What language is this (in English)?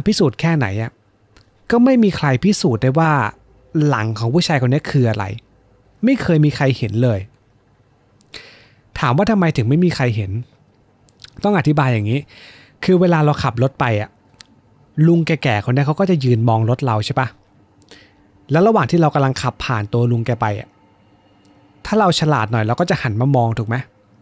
Thai